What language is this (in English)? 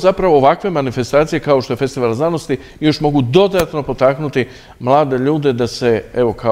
Croatian